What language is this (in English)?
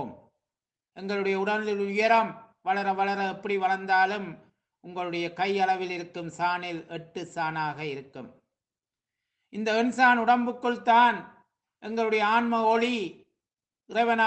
Tamil